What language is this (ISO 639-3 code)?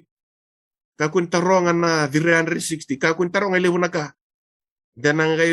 fij